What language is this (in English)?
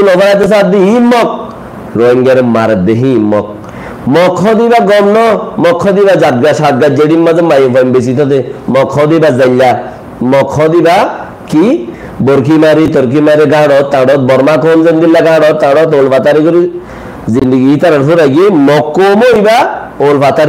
Rohingya